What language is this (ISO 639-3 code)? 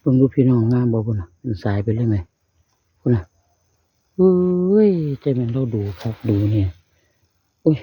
tts